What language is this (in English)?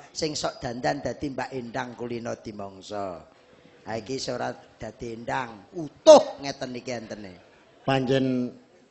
Javanese